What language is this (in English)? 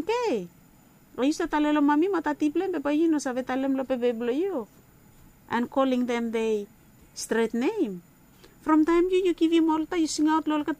Bislama